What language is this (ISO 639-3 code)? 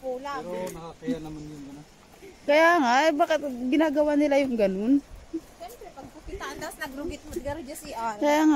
fil